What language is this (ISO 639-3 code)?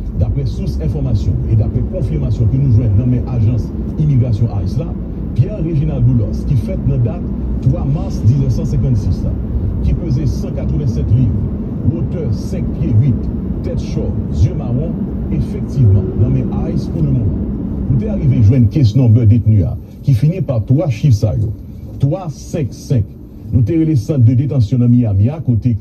hat